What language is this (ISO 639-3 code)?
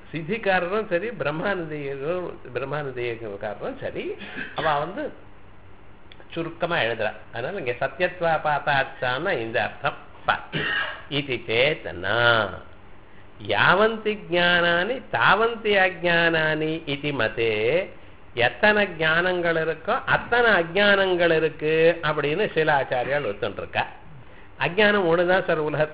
tam